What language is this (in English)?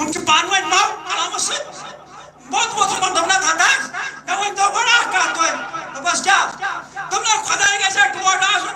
Kashmiri